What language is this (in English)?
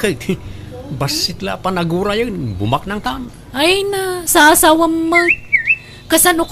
Iloko